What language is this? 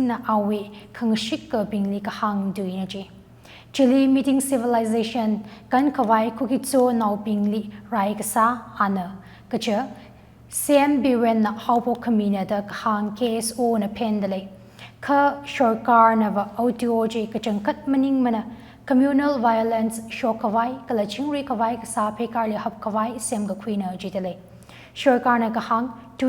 Tangkhul Naga (India)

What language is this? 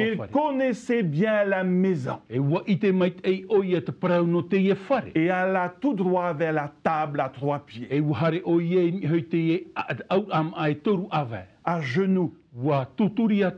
Tahitian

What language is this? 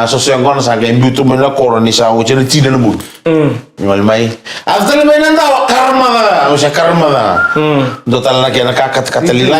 Fijian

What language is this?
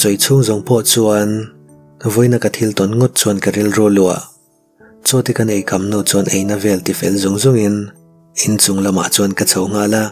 Mizo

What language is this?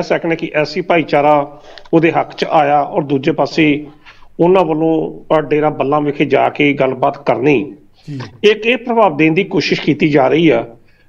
Punjabi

